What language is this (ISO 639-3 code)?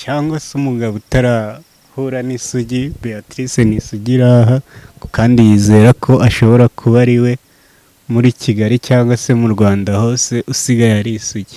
kin